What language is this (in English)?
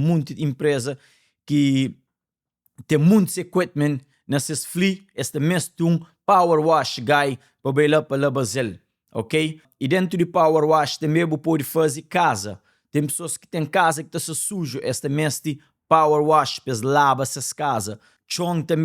Kabuverdianu